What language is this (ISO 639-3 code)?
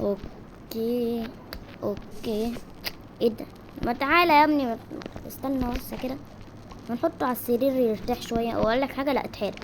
arz